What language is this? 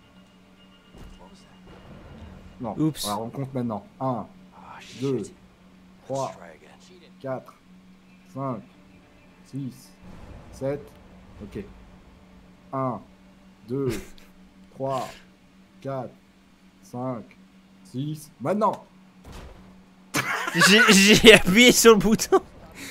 French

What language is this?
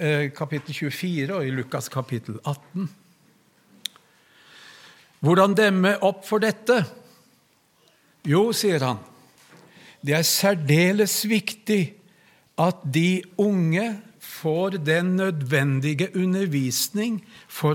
Norwegian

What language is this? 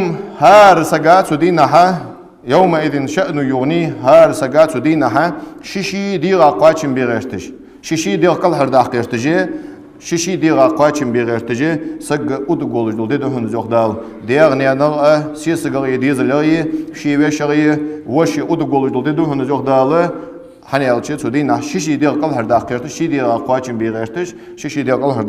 Ingush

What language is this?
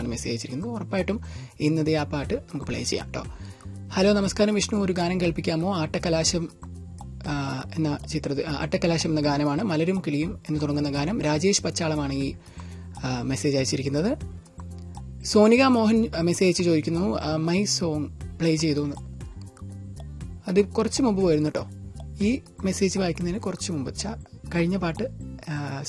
Malayalam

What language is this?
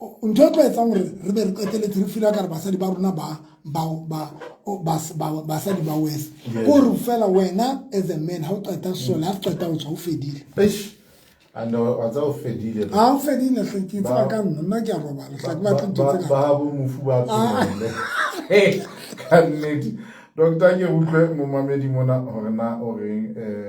Southern Sotho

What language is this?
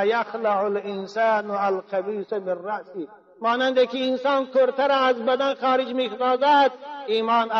Tajik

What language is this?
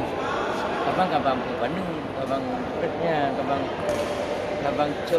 Achinese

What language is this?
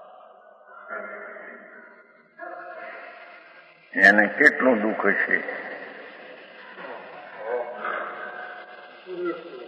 Gujarati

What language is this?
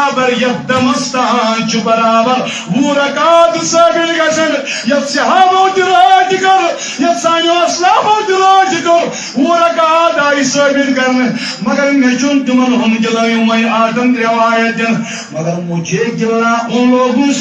Kashmiri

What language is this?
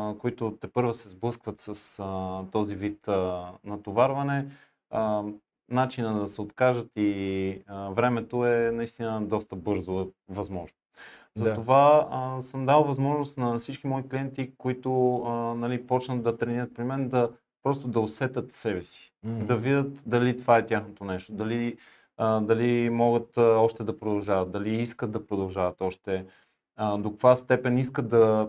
Bulgarian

